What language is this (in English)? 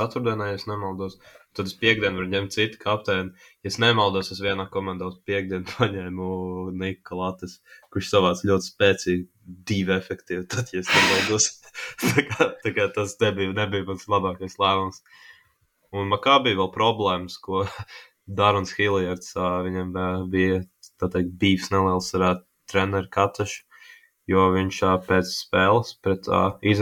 Latvian